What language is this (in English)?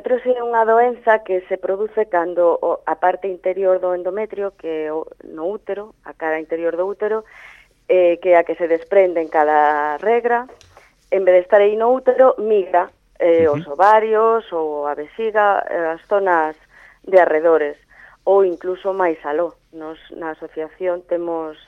Galician